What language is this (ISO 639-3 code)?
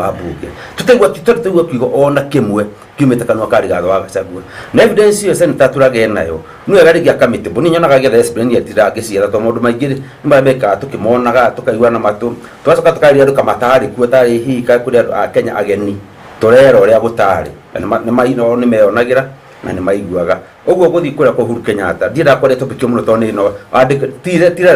kik